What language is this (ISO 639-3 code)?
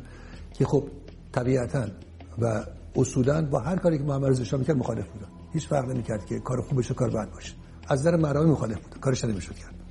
fas